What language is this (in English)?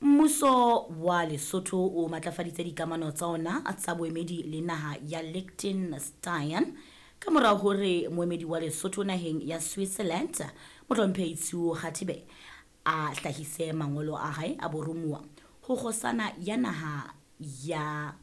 Southern Sotho